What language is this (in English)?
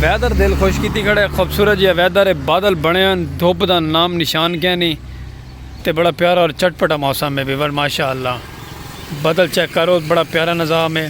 Saraiki